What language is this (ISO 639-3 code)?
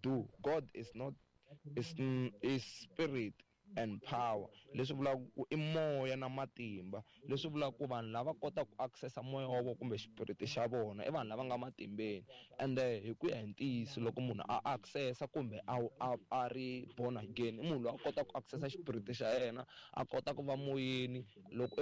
tso